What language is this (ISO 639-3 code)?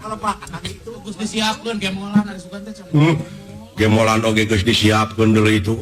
sun